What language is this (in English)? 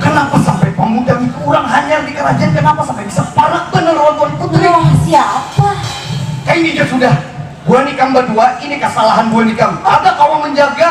Banjar